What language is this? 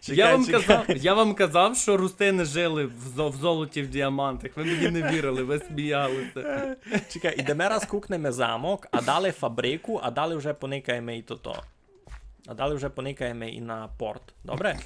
Rusyn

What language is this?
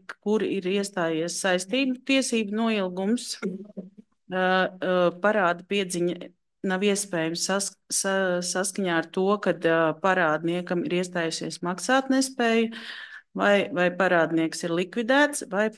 Latvian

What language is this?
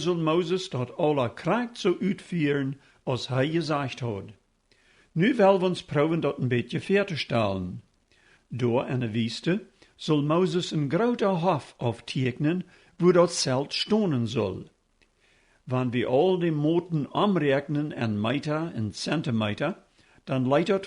Plautdietsch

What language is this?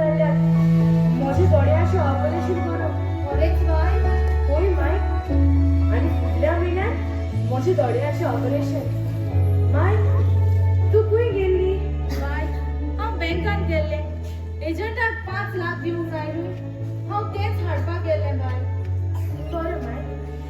Konkani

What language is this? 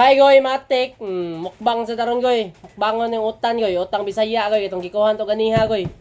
Cebuano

